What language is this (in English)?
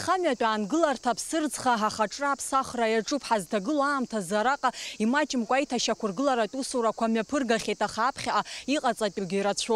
Abkhazian